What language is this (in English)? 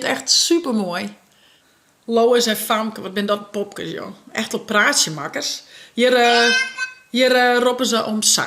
Western Frisian